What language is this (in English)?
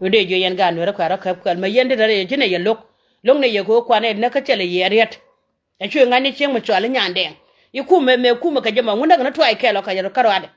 Nuer